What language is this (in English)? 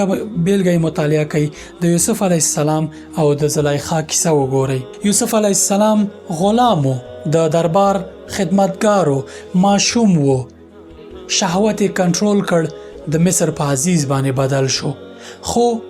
Pashto